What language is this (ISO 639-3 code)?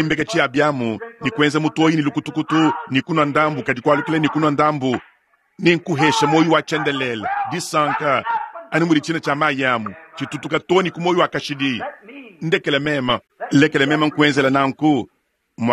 lua